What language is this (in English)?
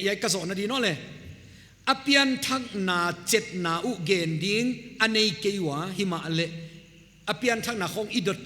Paite Chin